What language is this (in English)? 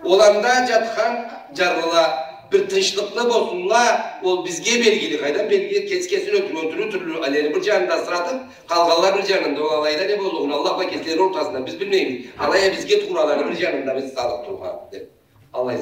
Karachay-Balkar